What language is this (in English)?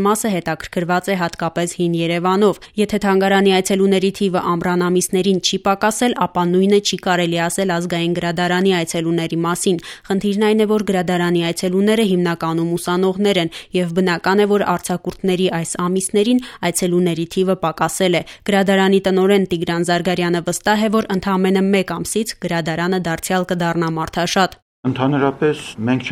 Armenian